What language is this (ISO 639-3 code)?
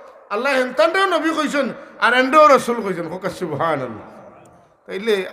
syl